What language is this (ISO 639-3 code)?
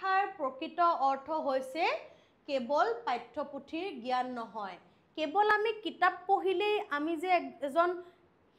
asm